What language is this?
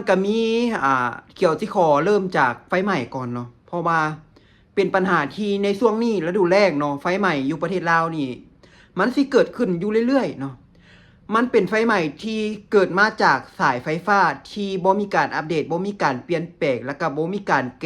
Lao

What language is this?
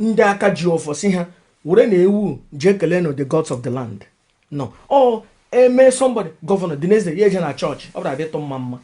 Igbo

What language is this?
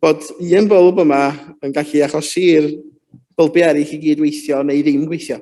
Welsh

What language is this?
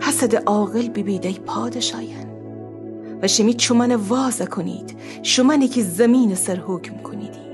Gilaki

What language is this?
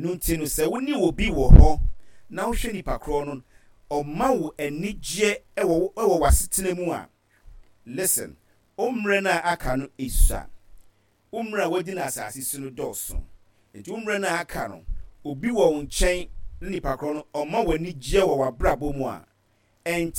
Akan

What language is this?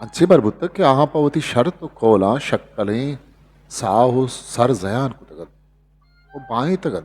Eastern Balochi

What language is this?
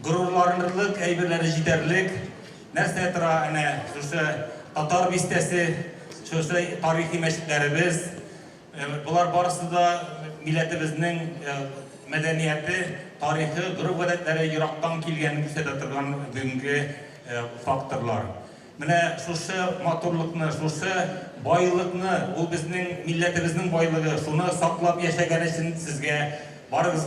Tatar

